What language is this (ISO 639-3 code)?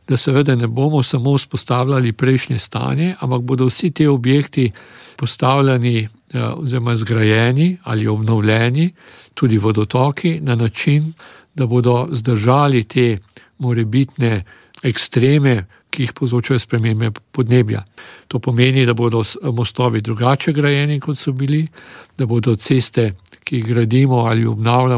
slv